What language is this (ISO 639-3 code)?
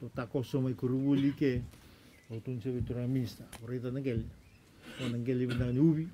fij